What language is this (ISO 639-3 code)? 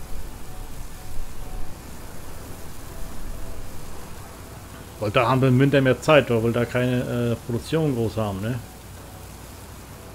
deu